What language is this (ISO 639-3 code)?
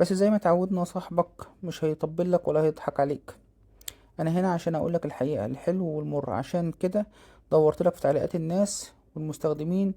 arz